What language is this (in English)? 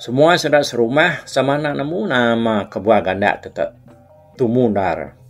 Iban